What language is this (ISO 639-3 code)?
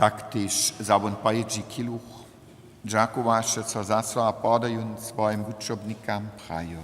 hsb